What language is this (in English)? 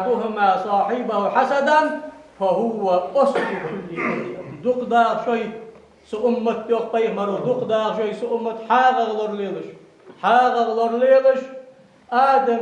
Ingush